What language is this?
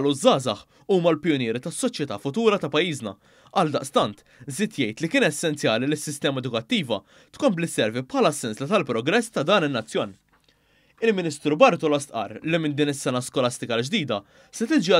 Maltese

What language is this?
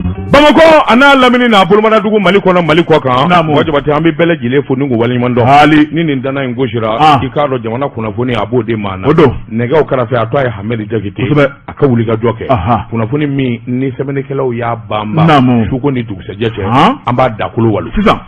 Bambara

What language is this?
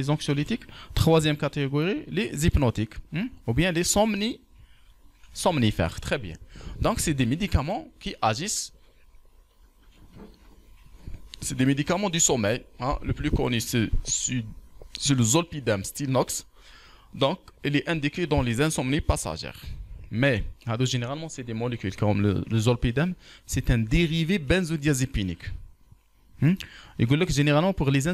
French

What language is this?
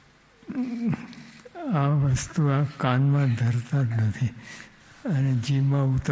Gujarati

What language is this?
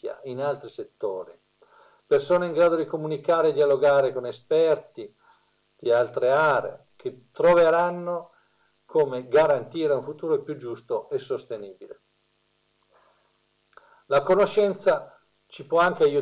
Italian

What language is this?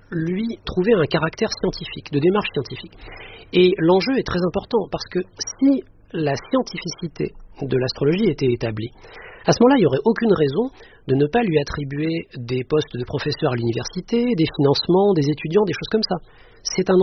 French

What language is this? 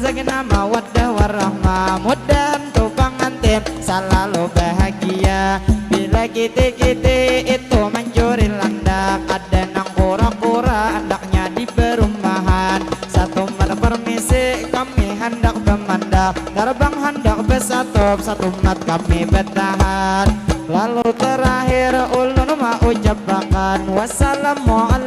Banjar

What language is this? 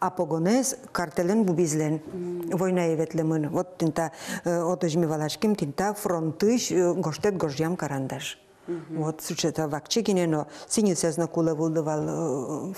Udmurt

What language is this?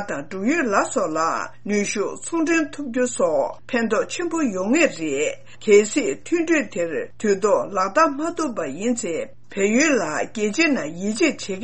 Tibetan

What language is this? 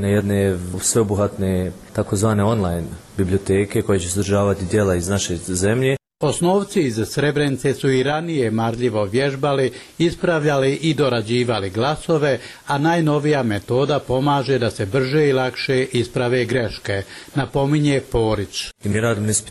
Bosnian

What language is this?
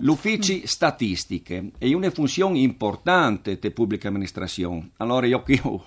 Friulian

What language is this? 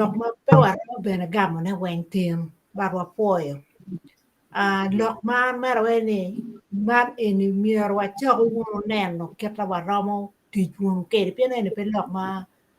Acoli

